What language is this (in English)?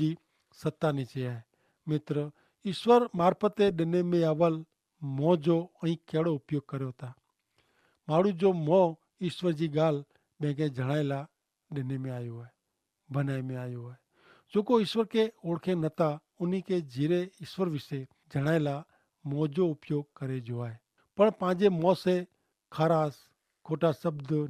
Kachhi